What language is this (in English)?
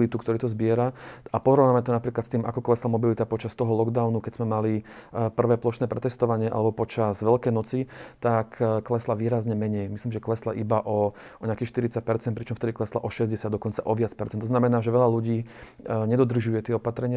Slovak